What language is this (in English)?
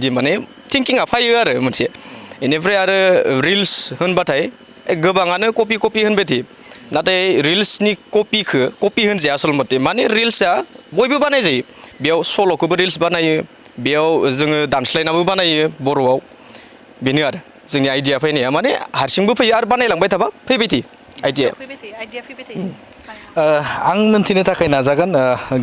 Bodo